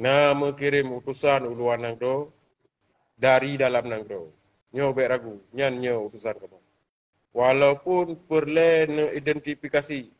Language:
Achinese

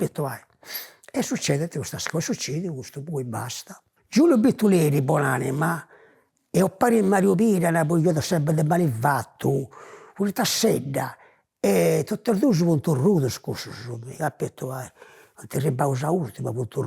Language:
Sardinian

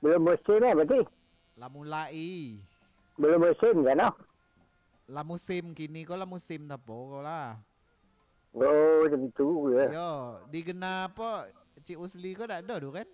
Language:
Minangkabau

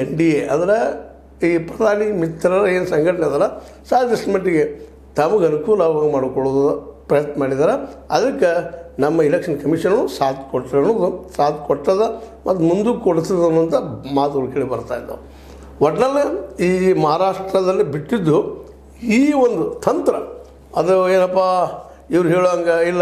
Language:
Kannada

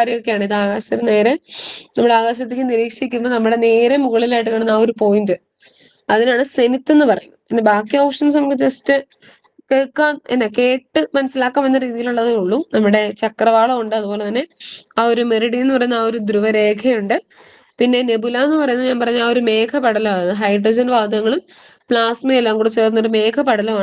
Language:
Malayalam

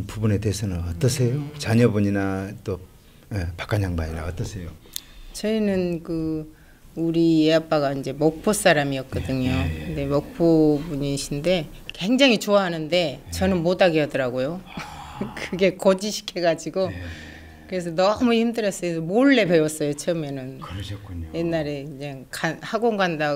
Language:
Korean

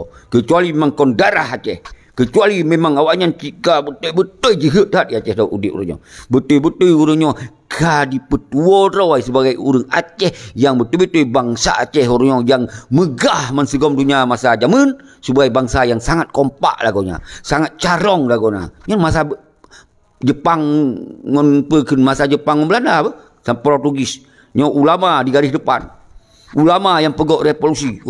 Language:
Achinese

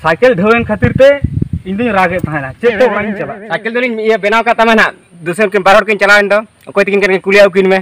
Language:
Santali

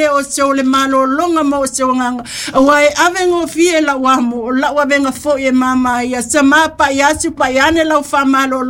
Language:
Samoan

